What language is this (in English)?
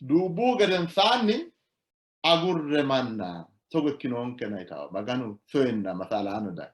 Sidamo